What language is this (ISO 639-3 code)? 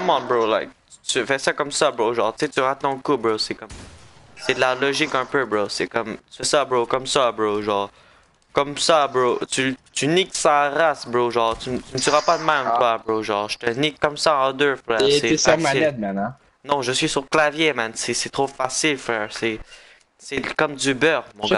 fra